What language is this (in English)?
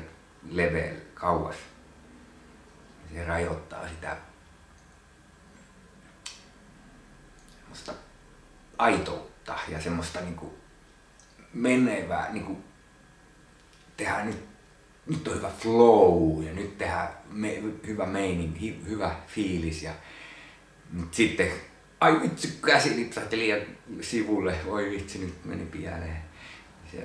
Finnish